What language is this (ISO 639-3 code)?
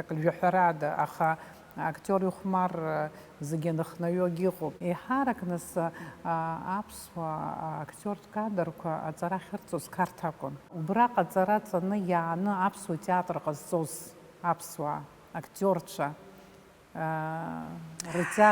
abk